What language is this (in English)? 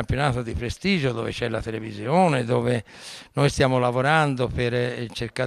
Italian